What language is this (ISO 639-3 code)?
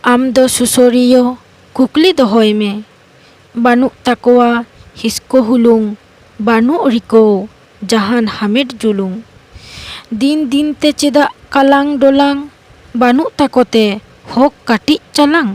sat